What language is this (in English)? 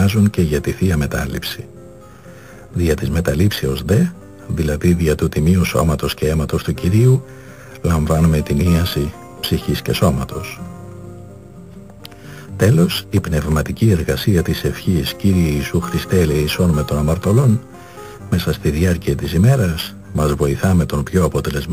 Greek